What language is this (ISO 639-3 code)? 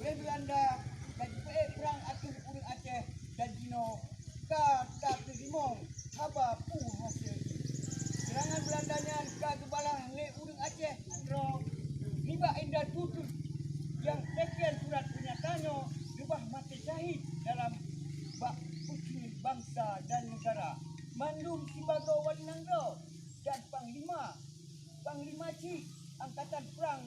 ace